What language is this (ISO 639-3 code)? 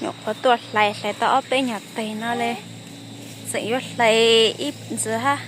hmn